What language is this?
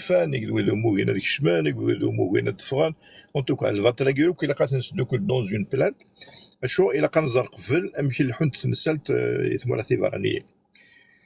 Kabyle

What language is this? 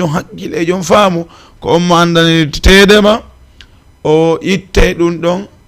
Fula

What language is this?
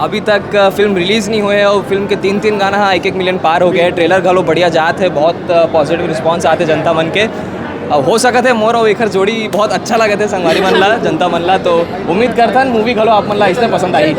Chhattisgarhi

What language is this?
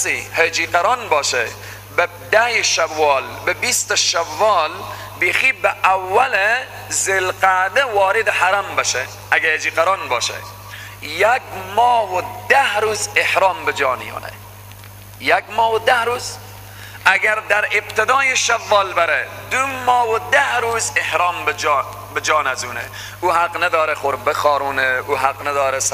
Persian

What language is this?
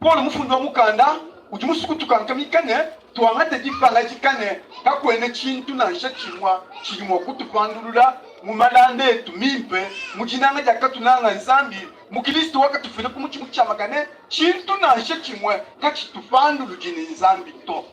Luba-Lulua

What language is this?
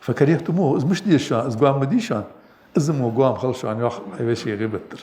Ingush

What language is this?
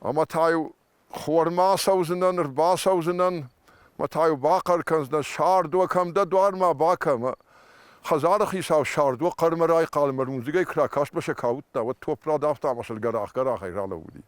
Ossetic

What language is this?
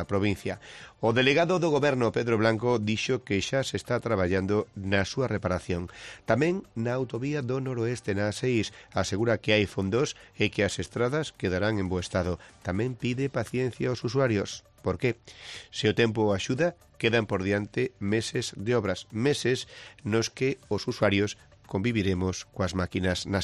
Galician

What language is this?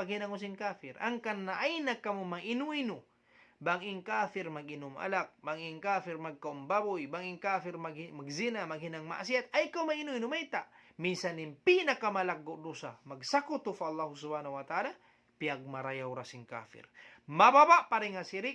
Tausug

